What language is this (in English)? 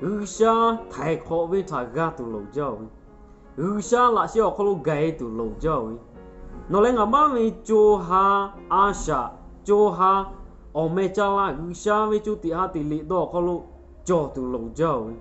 Lahu